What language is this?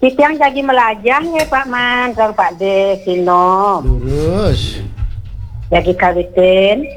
Balinese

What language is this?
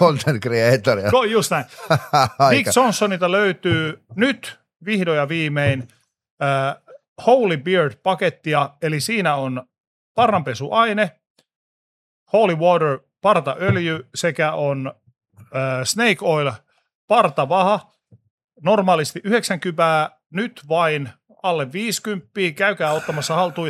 Finnish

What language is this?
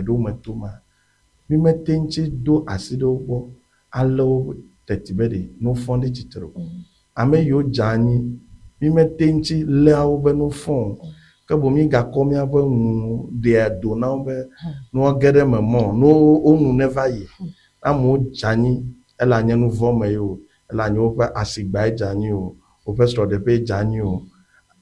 Ewe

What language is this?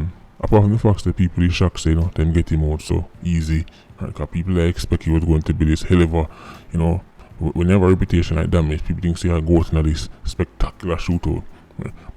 Jamaican Creole English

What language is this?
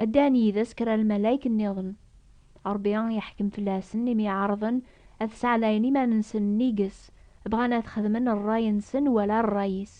Kabyle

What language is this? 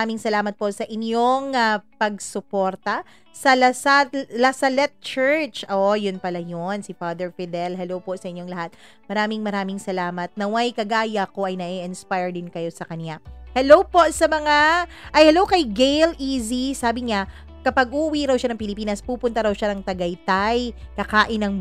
Filipino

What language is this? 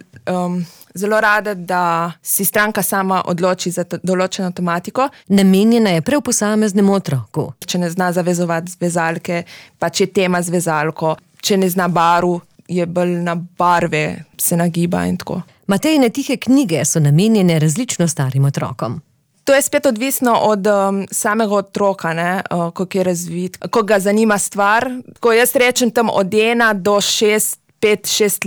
Slovenian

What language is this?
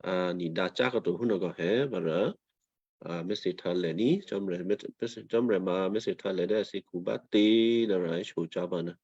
Western Kayah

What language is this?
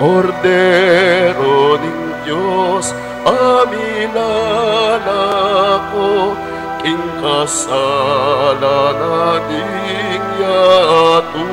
Pampanga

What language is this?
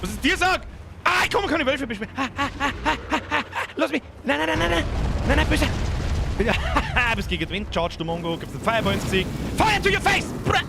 Bavarian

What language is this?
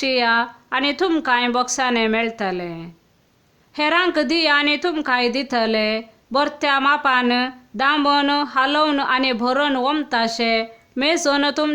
Konkani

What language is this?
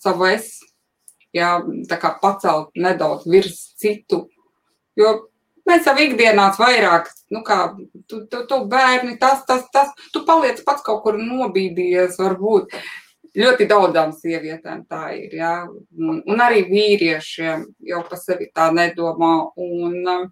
Latvian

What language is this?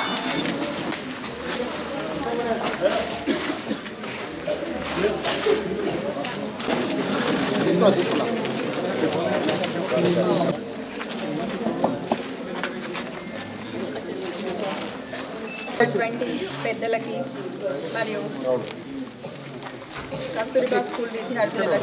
Telugu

